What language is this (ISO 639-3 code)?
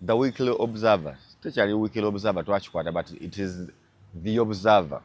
lug